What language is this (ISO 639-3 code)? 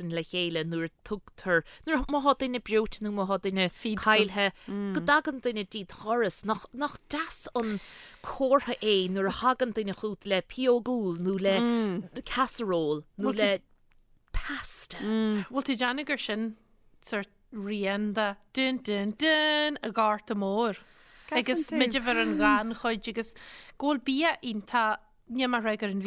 gle